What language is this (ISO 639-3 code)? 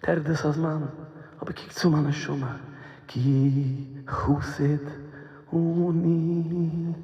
yid